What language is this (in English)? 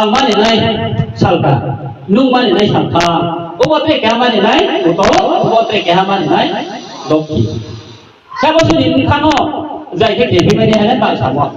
Riang (India)